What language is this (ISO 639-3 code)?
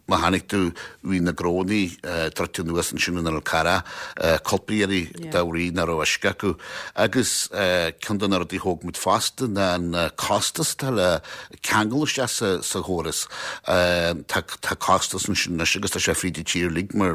gle